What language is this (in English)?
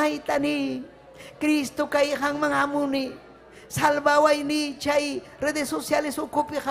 Ayacucho Quechua